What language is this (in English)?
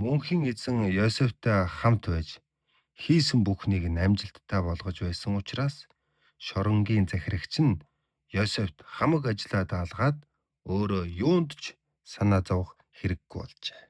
Mongolian